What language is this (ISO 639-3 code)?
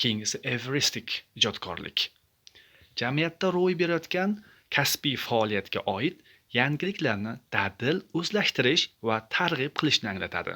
uzb